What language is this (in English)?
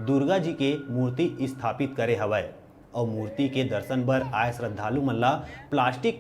Chhattisgarhi